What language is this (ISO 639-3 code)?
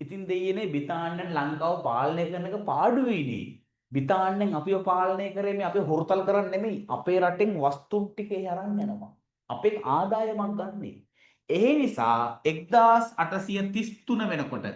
sin